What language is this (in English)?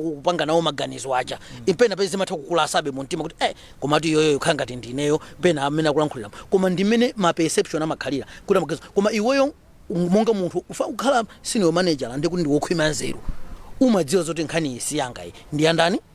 Nyanja